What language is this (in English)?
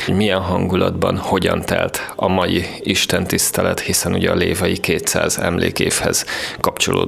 Hungarian